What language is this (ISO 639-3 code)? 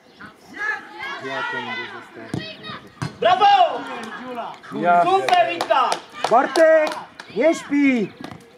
pol